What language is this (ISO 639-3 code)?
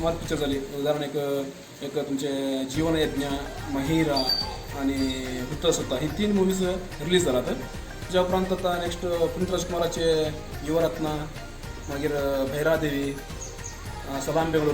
kok